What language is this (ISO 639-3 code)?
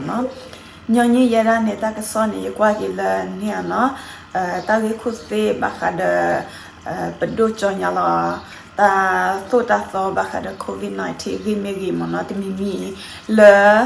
ksw